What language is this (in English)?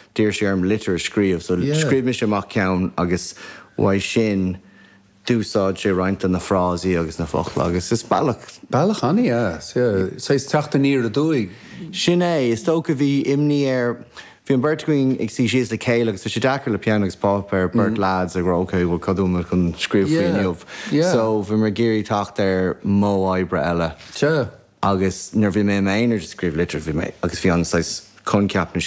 Irish